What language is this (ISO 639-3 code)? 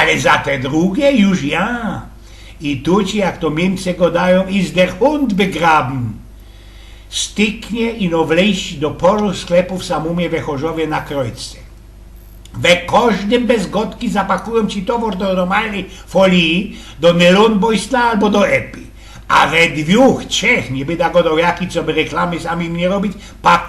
szl